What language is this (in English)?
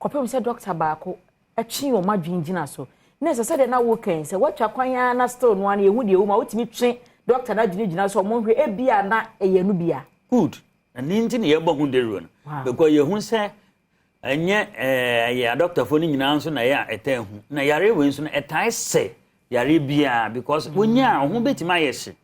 Akan